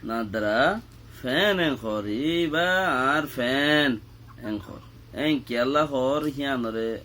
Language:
Rohingya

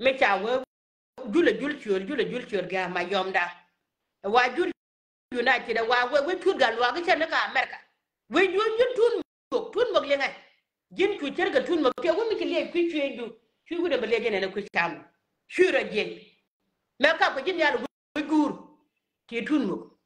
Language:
Nuer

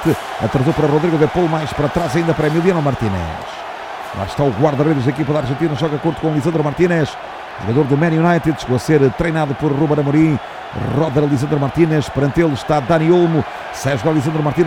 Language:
Portuguese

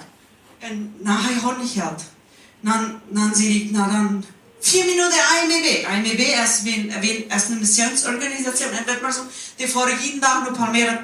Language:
Plautdietsch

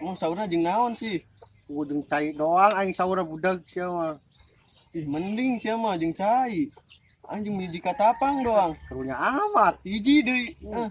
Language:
Sundanese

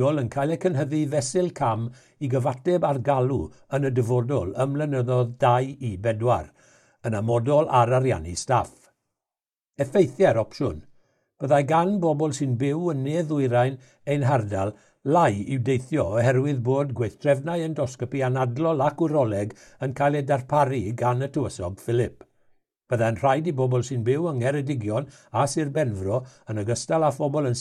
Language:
Welsh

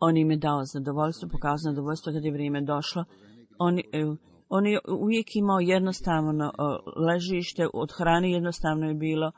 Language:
Bosnian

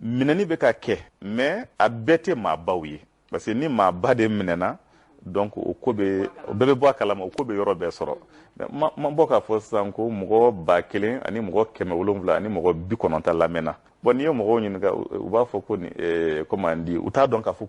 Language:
Bambara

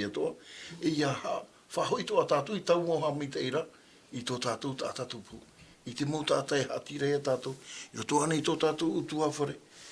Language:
Tahitian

